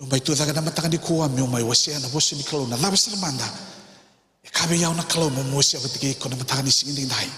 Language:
Fijian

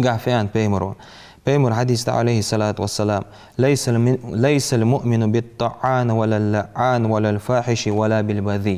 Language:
Ingush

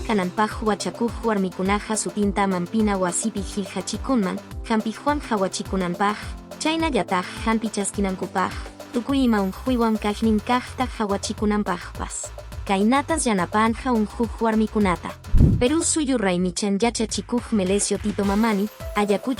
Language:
Quechua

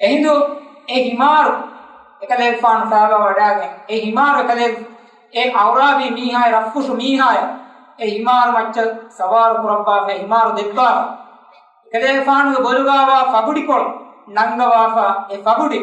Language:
Divehi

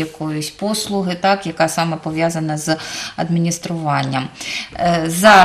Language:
Ukrainian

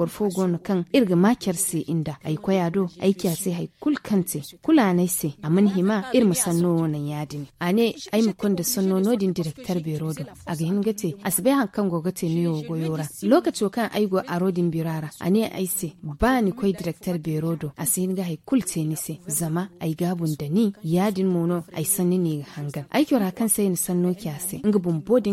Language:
Zarma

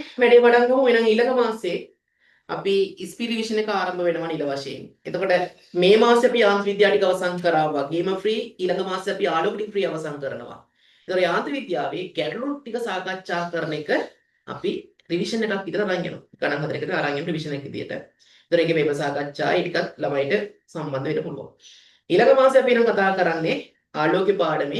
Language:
Sinhala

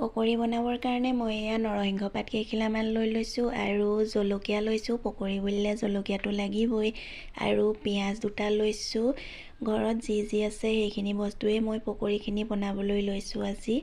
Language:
Assamese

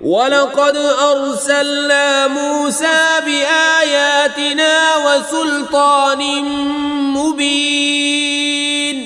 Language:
Kashmiri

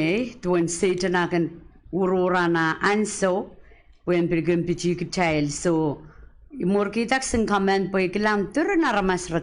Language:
Pohnpeian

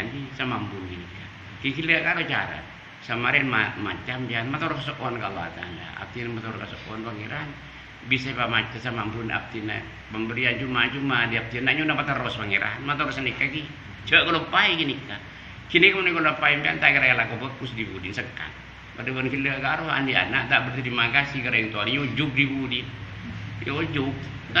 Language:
Madurese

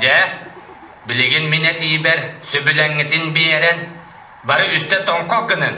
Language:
Yakut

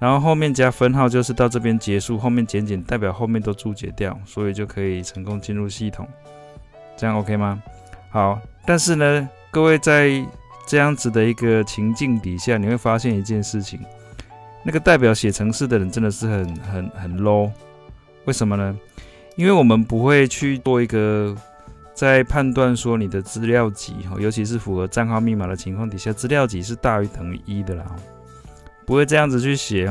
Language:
Chinese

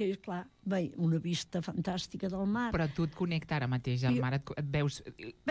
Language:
Catalan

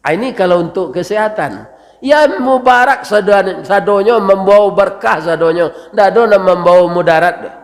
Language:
Minangkabau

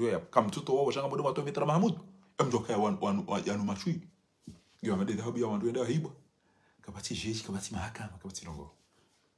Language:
Ngazidja Comorian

